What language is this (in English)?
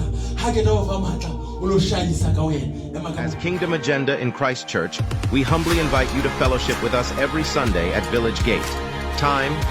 Southern Sotho